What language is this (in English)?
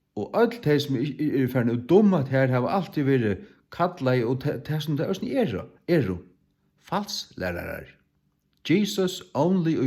Faroese